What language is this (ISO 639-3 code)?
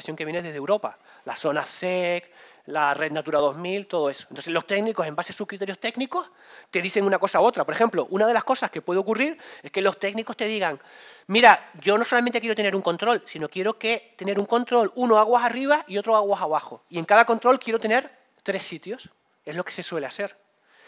spa